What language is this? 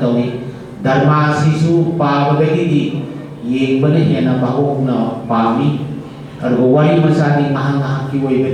Manipuri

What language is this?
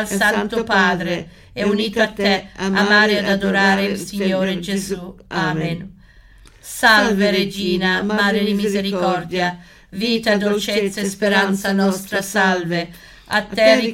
Italian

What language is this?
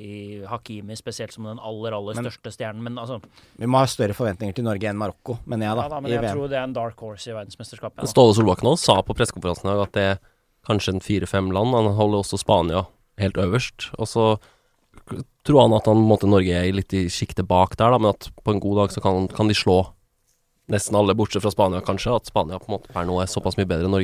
Norwegian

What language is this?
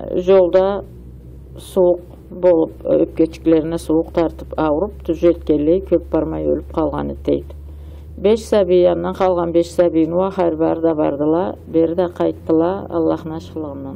Karachay-Balkar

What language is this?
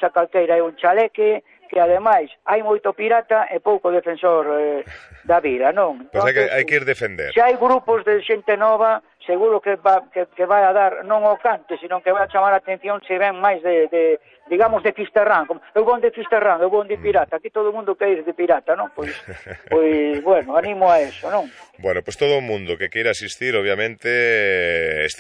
Galician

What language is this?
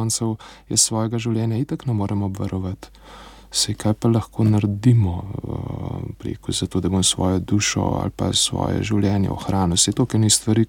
Slovenian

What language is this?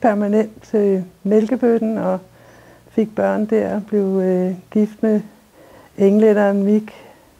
Danish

